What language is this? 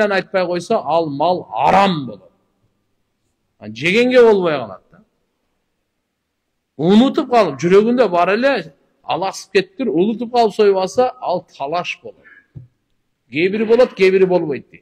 Kyrgyz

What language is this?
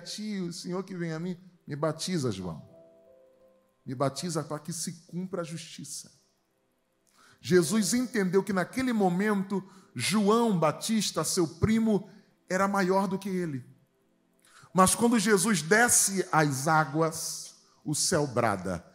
Portuguese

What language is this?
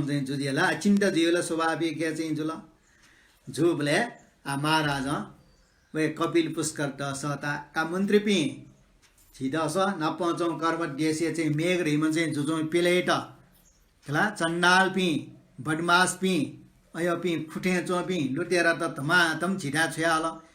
Newari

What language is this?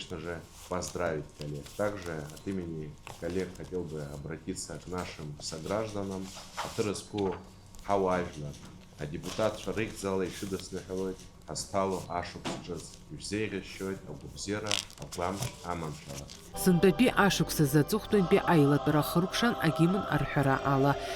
Abkhazian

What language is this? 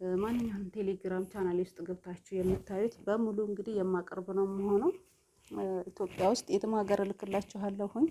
Amharic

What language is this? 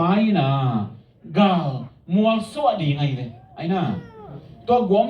Tedim Chin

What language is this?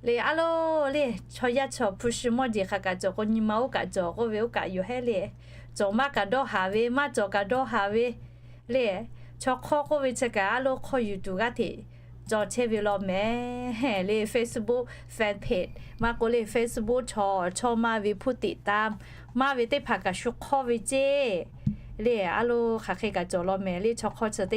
Lahu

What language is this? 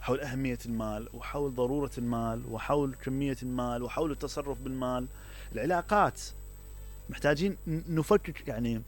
Mesopotamian Arabic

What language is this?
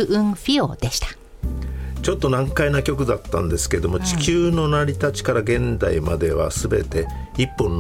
Japanese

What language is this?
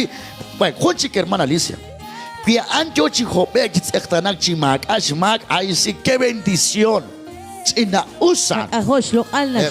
Kekchí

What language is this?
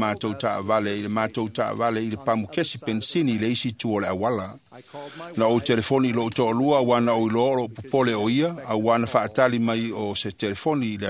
Samoan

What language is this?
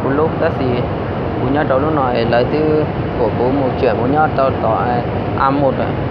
Hmong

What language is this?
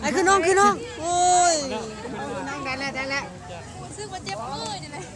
Lao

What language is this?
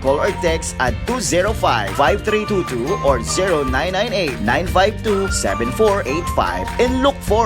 Bikol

